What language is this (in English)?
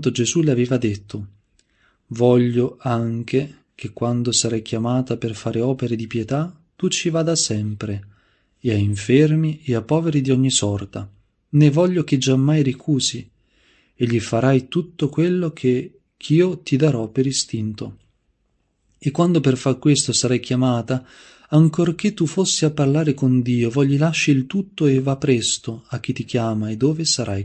Italian